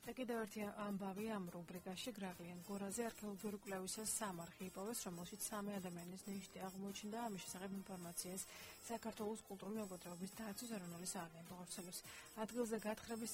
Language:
Georgian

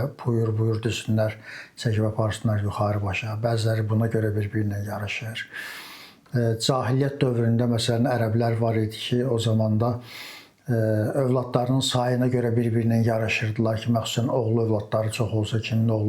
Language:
Azerbaijani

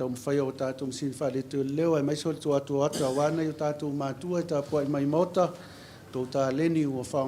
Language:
Samoan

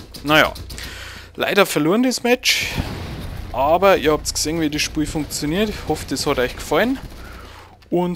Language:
Bavarian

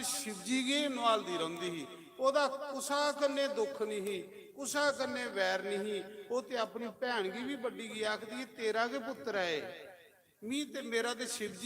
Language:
Dogri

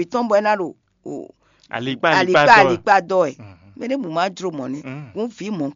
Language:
Fon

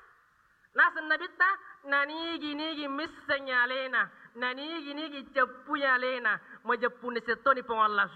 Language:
Buginese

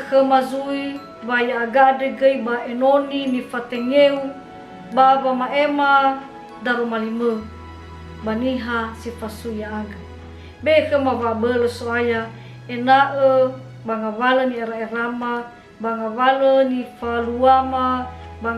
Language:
Nias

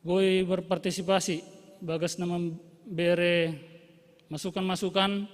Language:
Batak Simalungun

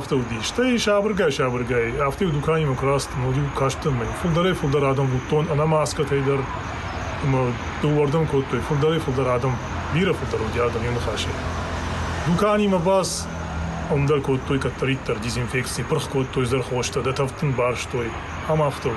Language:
Ossetic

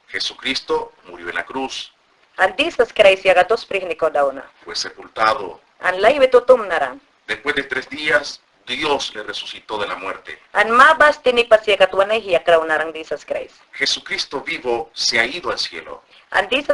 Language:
Mayangna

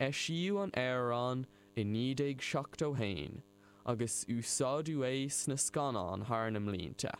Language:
Irish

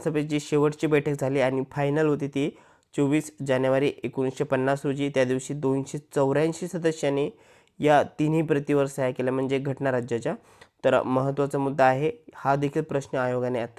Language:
Marathi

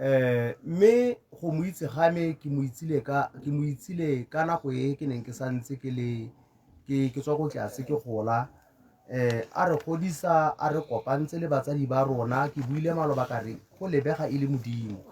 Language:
Tswana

